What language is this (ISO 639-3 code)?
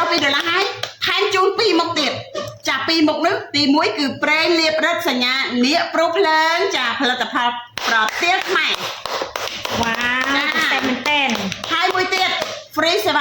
khm